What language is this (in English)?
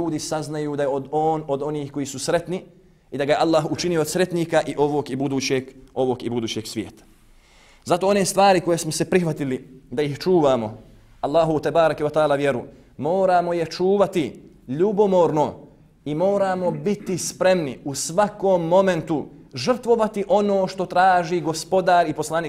Bosnian